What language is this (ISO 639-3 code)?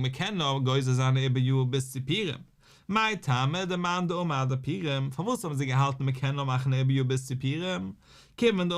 yid